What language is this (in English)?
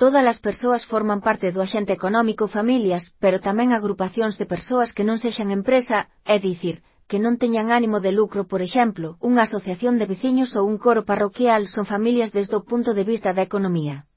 Galician